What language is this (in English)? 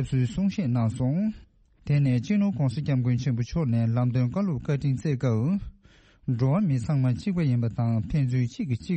Tibetan